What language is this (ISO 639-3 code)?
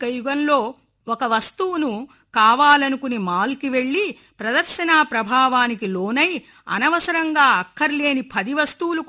tel